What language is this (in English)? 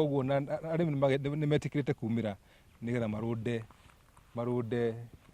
Kikuyu